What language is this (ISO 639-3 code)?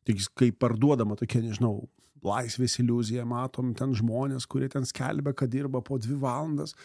lit